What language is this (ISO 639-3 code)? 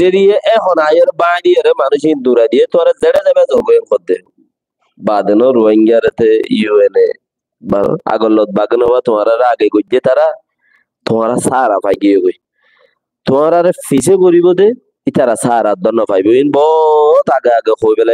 rhg